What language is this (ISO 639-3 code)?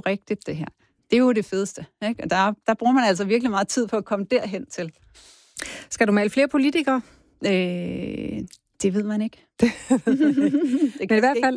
dan